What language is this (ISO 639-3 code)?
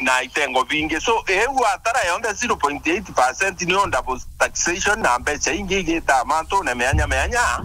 mer